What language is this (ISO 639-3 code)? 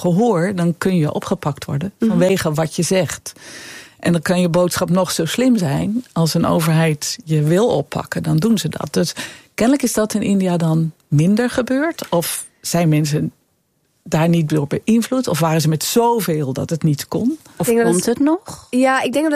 nld